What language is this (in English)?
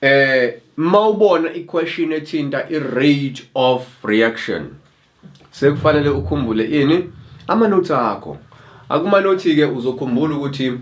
Zulu